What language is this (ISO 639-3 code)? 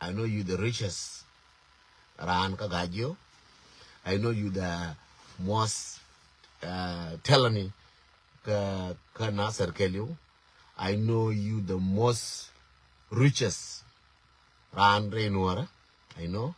nus